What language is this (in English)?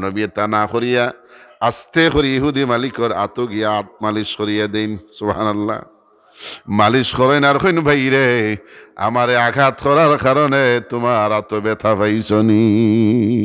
Sylheti